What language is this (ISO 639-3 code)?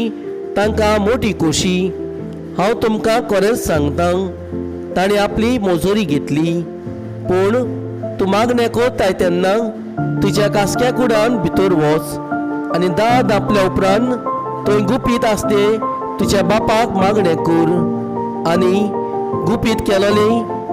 kok